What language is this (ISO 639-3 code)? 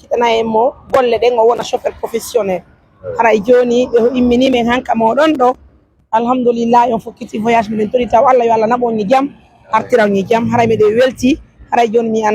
fuf